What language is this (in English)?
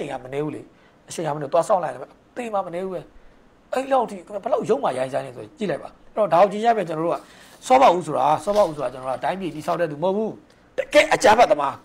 Burmese